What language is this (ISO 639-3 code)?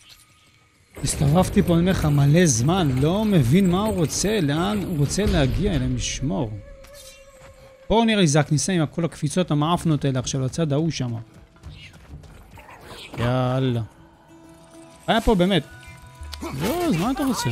heb